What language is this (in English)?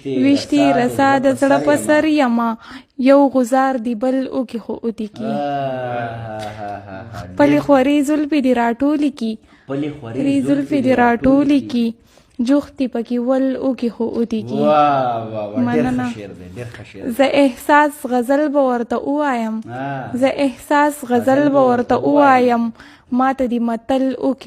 Pashto